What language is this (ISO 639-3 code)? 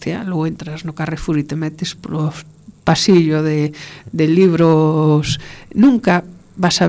glg